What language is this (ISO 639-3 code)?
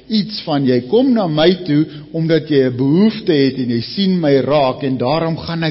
afr